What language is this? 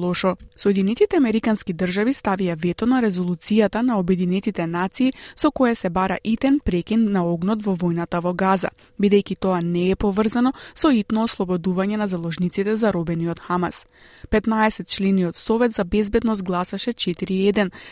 Macedonian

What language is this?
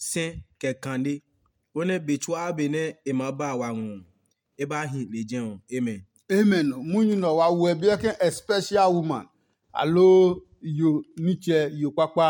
Adangme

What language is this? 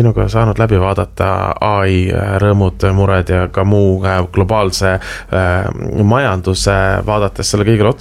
Estonian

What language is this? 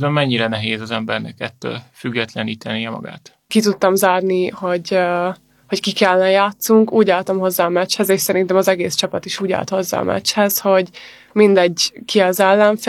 Hungarian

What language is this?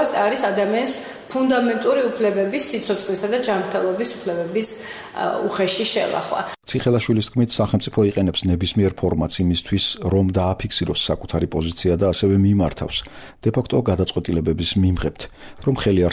Georgian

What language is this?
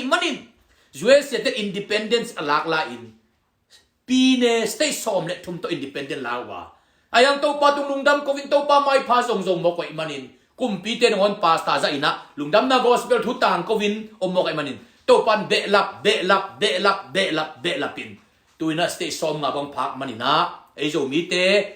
Tedim Chin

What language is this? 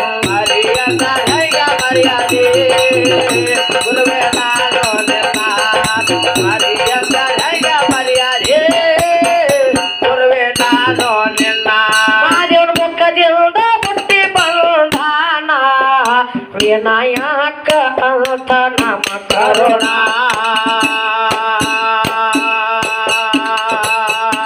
Kannada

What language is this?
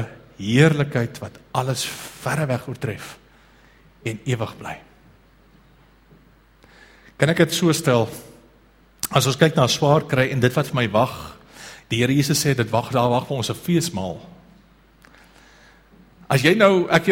Afrikaans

